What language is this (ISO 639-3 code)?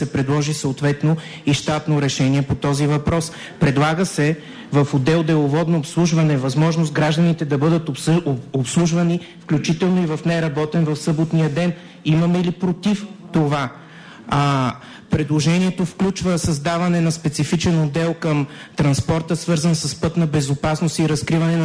bul